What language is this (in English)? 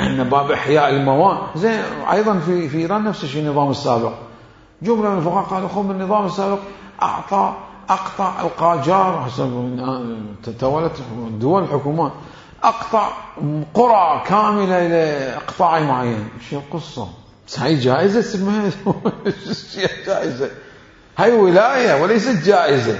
Mesopotamian Arabic